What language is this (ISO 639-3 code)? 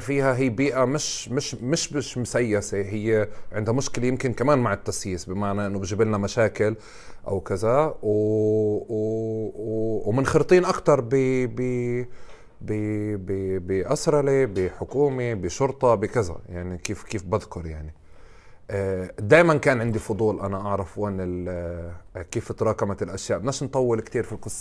apc